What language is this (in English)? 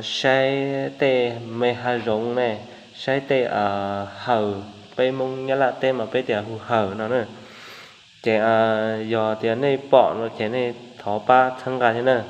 Hmong